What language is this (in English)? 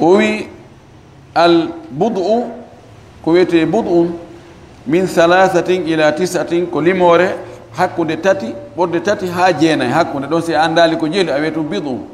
Fula